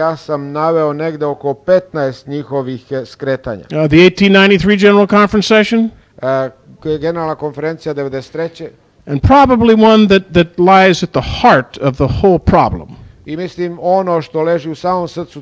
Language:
Serbian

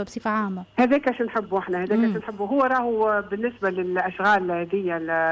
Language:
Tunisian Arabic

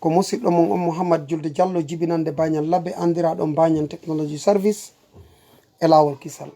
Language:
Fula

